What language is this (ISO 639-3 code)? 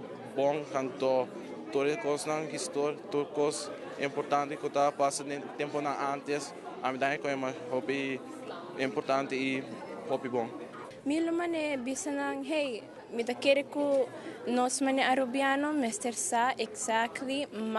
pap